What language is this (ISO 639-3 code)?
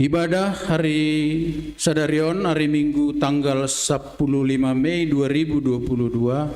bts